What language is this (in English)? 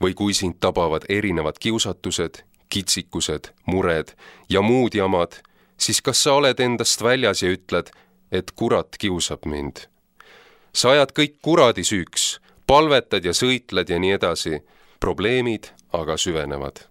Estonian